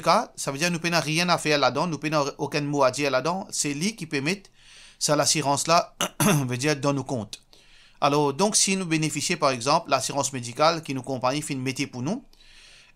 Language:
Morisyen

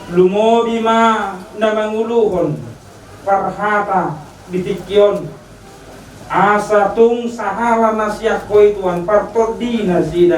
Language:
Batak Toba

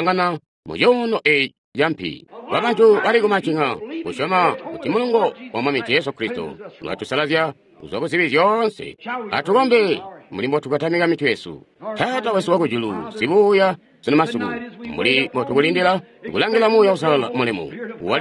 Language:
Tonga (Zambia)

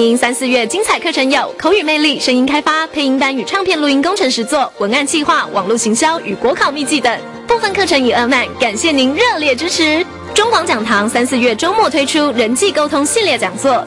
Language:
Chinese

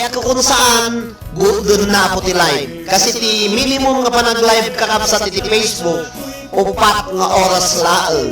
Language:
Iloko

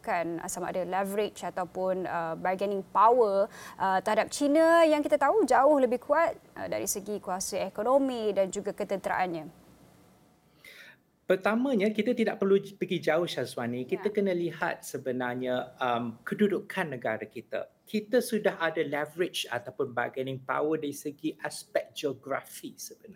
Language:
Malay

